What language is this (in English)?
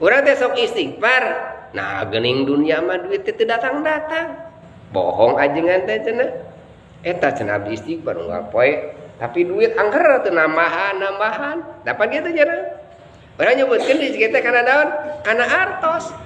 Sundanese